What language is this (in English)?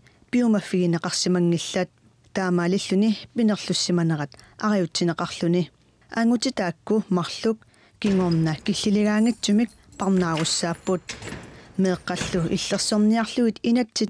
Kalaallisut